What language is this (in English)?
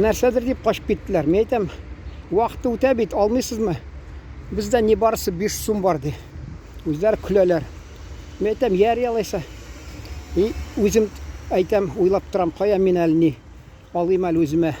Tatar